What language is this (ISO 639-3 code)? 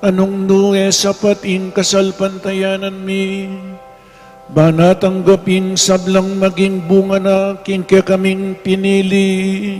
pam